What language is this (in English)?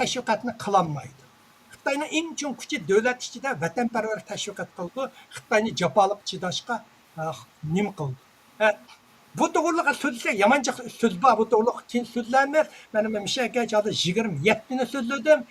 Uyghur